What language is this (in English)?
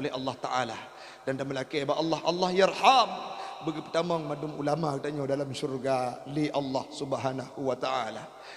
Achinese